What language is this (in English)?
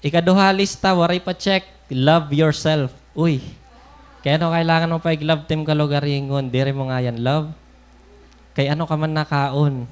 Waray